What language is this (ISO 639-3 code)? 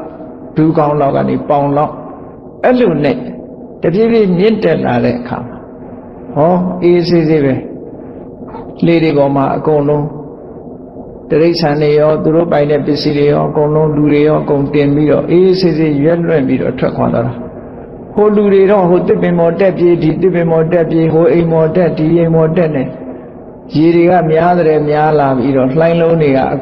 mya